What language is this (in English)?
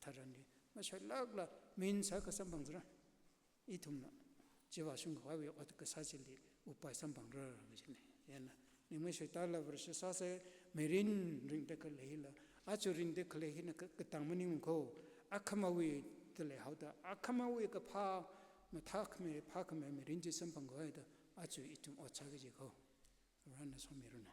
Tangkhul Naga (India)